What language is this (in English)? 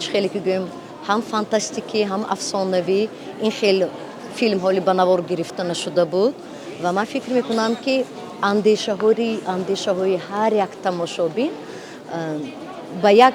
Tajik